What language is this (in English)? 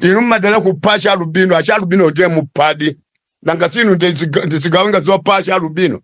Nyanja